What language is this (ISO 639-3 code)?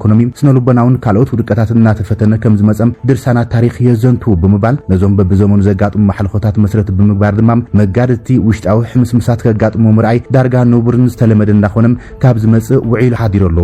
tir